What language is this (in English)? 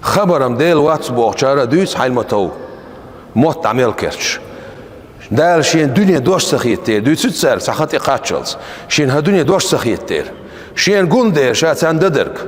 Chechen